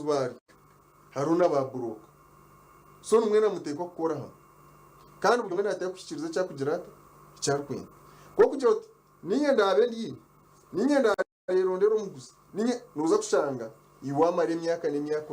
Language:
Nyankole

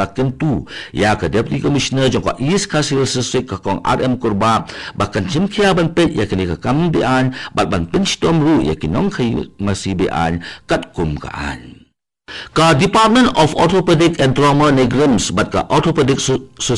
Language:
Khasi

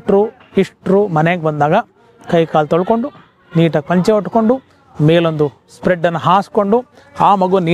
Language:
Kannada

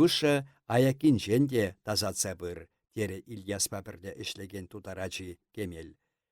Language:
Chuvash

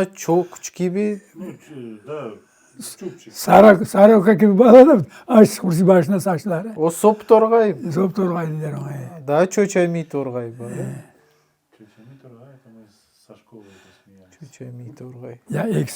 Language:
Crimean Tatar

